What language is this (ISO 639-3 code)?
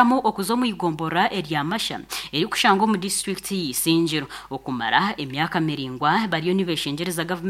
nyn